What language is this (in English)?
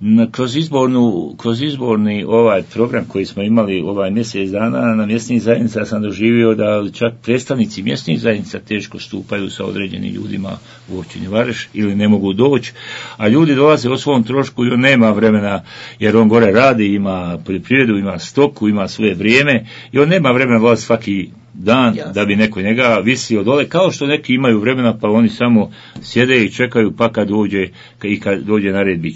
Bosnian